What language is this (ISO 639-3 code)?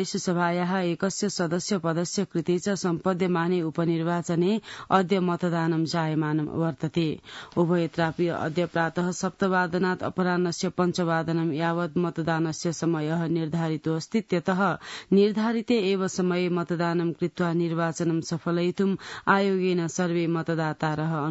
san